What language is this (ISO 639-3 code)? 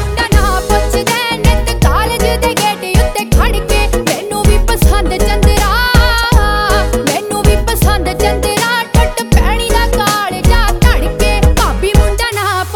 pan